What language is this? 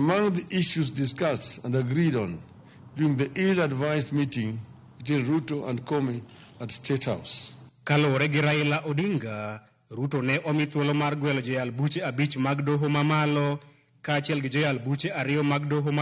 Luo (Kenya and Tanzania)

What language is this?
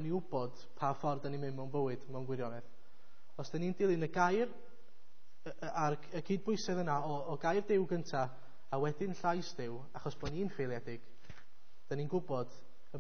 Welsh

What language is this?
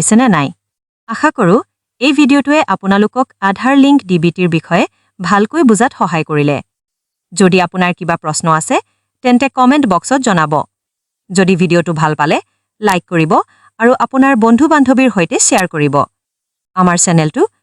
Assamese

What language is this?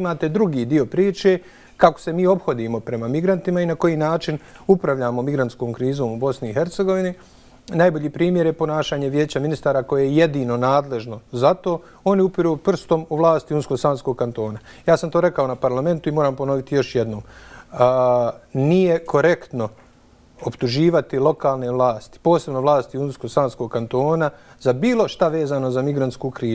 Bosnian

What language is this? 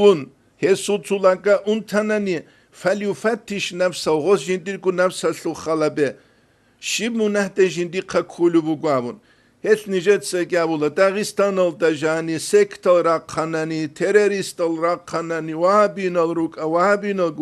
Avaric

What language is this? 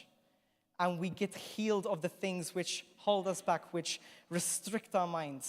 English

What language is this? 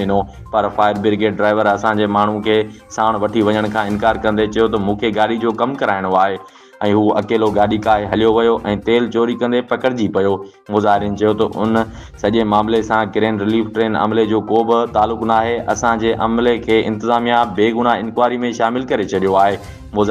Sindhi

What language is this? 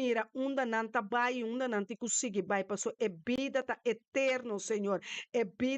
Papiamento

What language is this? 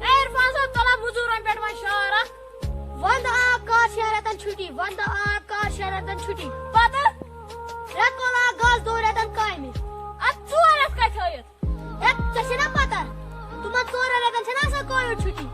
Kashmiri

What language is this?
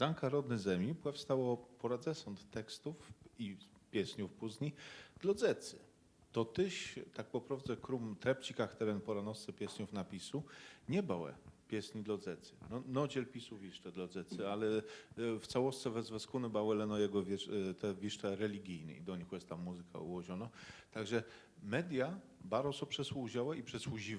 Kashubian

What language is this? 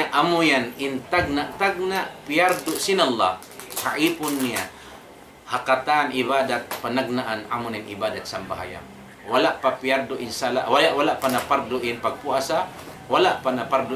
Tausug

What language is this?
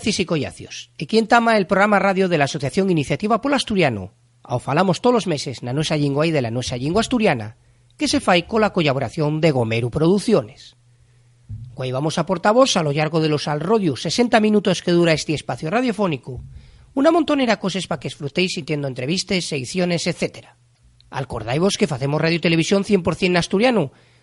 Asturian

